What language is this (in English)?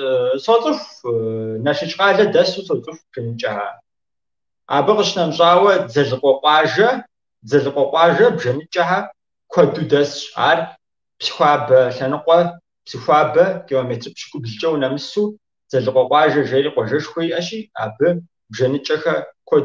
Kabardian